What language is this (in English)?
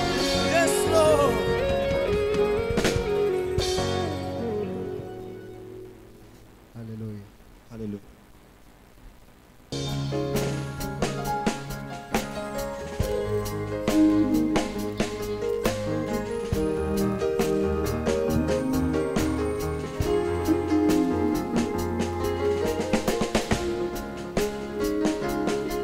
Kinyarwanda